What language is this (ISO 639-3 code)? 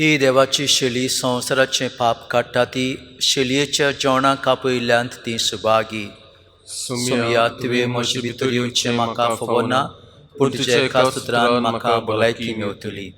kok